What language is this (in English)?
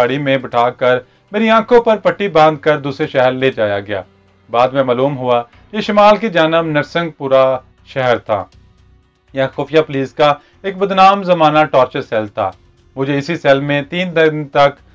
Urdu